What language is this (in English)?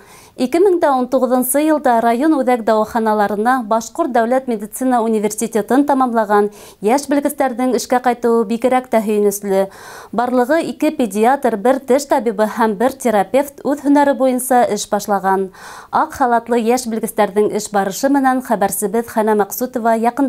Bashkir